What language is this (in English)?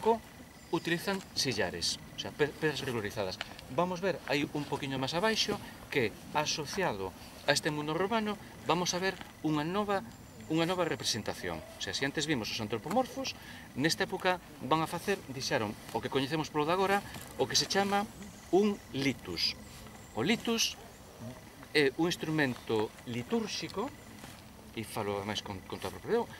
Galician